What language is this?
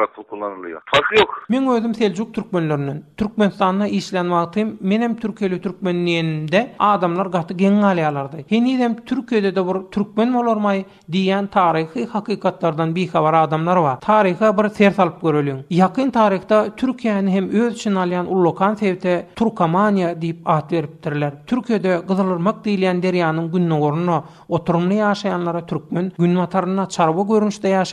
Turkmen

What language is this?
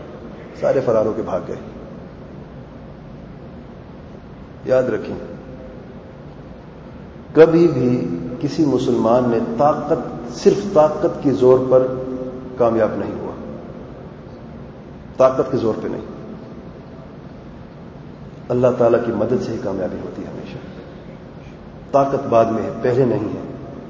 Urdu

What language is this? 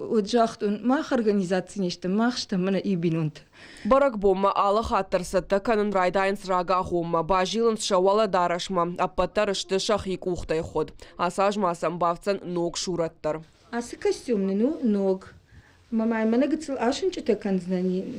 Ossetic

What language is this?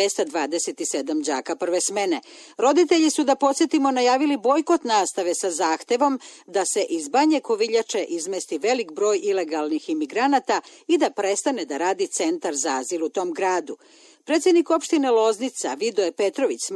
Serbian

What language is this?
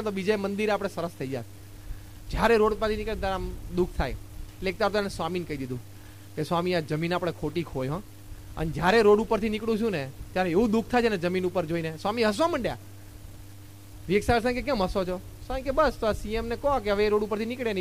Gujarati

